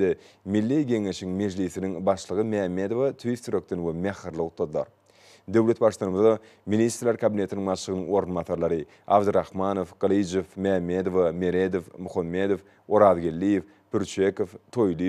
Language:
Turkmen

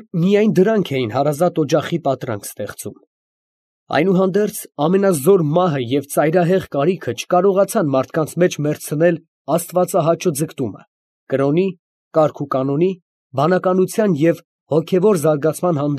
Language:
Armenian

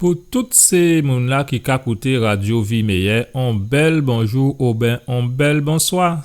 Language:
Guadeloupean Creole French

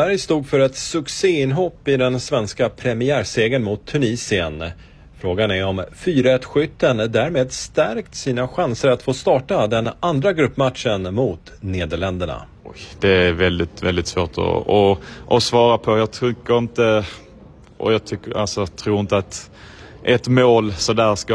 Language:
Swedish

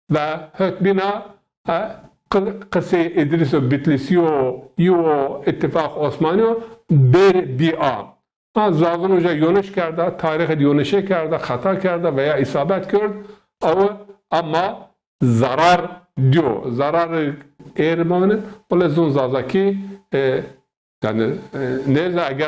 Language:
Zaza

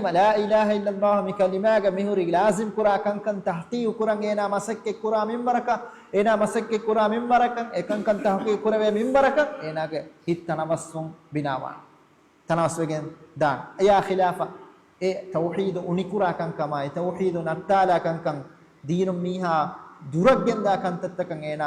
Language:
Divehi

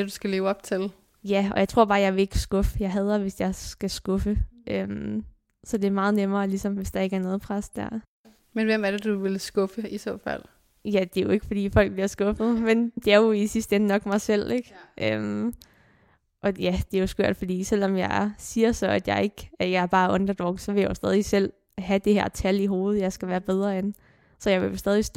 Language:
Danish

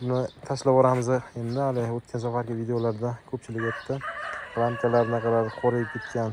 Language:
Uzbek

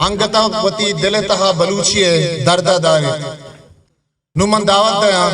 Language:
Eastern Balochi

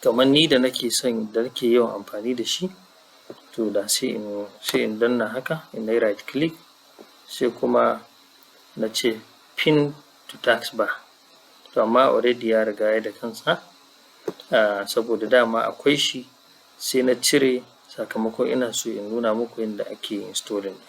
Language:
Hausa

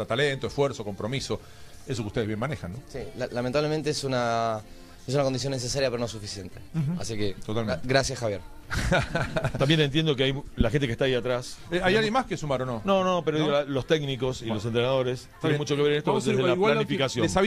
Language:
Spanish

